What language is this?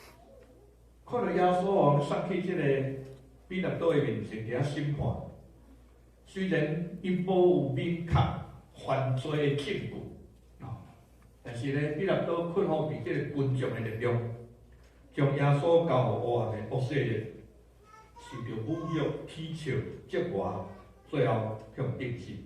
Min Nan Chinese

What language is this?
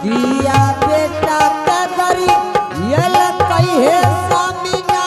Angika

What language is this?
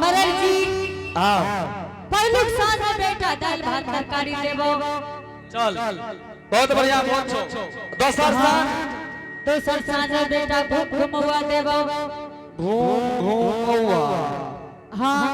Angika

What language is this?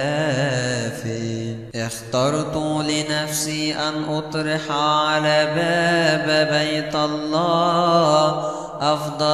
Arabic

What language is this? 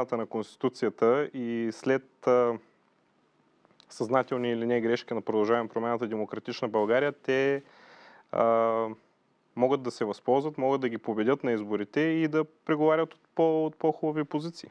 Bulgarian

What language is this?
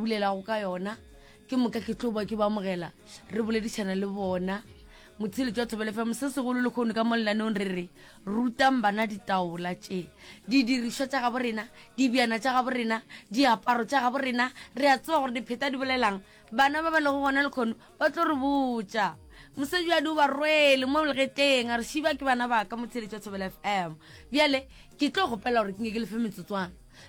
Northern Sotho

